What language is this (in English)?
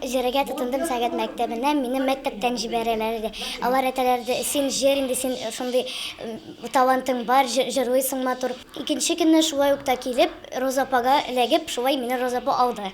Tatar